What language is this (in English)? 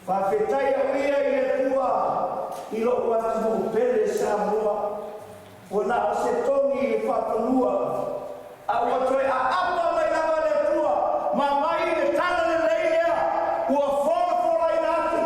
Samoan